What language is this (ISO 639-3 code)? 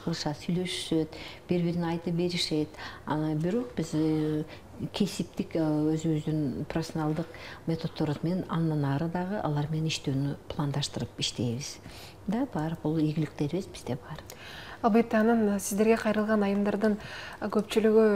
kir